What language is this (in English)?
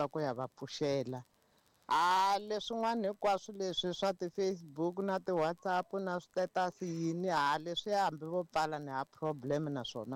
Tsonga